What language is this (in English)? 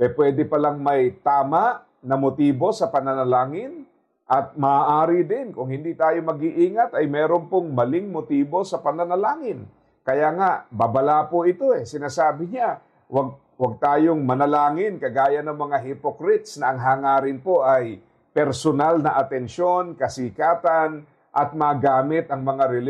Filipino